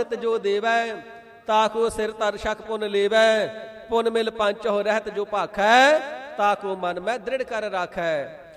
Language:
Punjabi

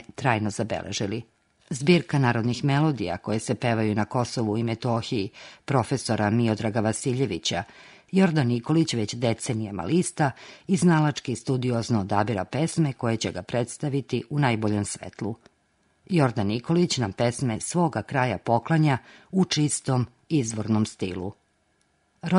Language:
Serbian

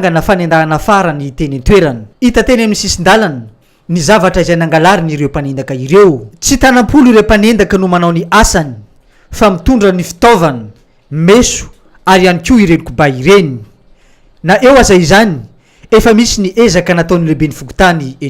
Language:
Malagasy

